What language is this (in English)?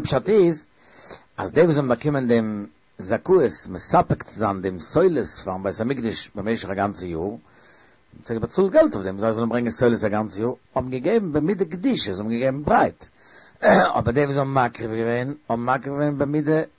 Yiddish